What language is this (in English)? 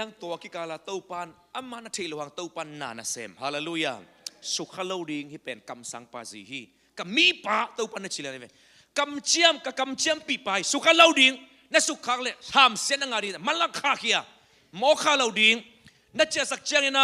Tedim Chin